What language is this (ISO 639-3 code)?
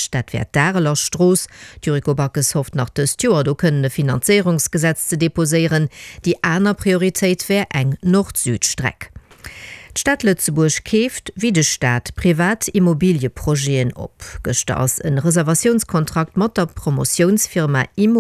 ltz